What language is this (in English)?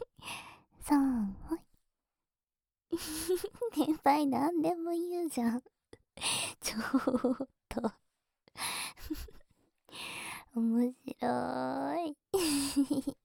Japanese